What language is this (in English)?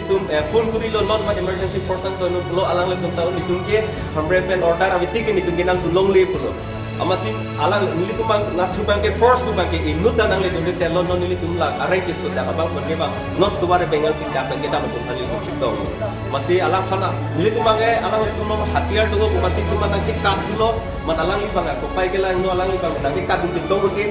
Karbi